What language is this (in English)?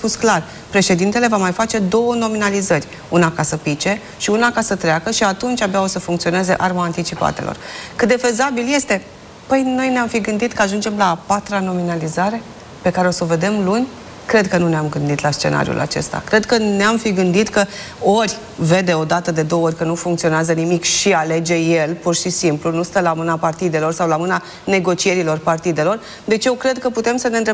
Romanian